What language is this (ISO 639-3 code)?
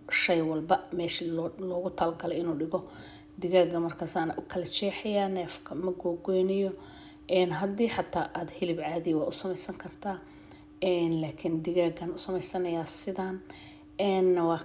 som